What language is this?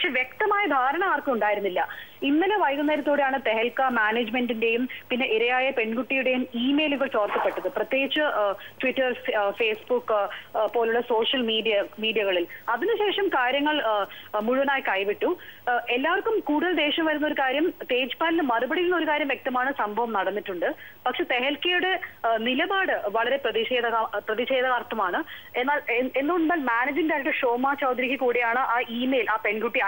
Malayalam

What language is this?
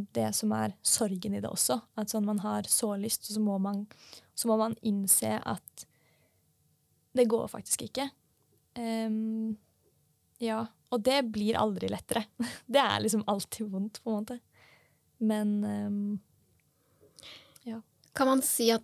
Norwegian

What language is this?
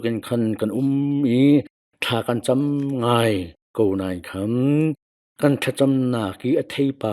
Hakha Chin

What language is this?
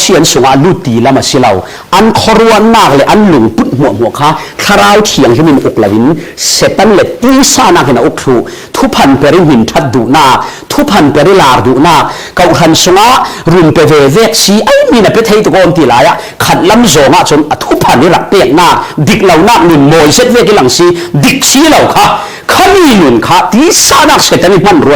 Falam Chin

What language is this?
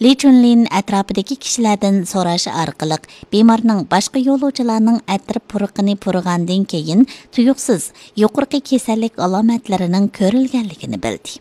Uyghur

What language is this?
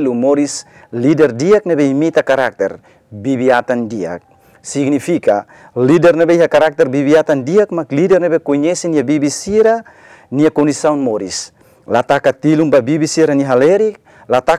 Tetum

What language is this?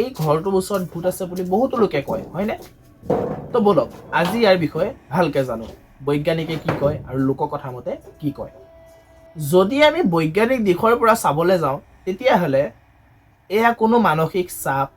Assamese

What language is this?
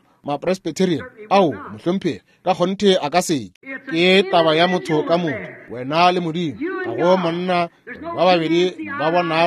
Northern Sotho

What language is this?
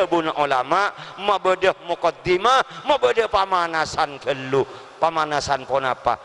Madurese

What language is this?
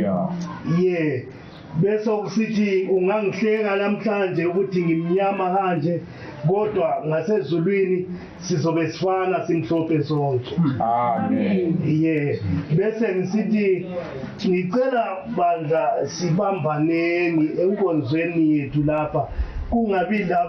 North Ndebele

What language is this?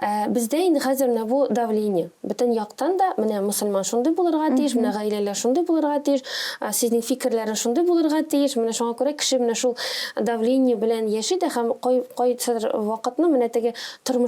Tatar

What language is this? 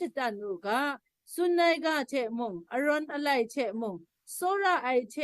Kachin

